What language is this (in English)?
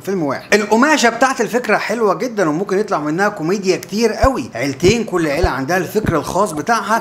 Egyptian Arabic